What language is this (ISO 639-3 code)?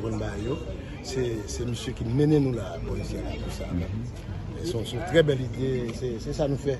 hat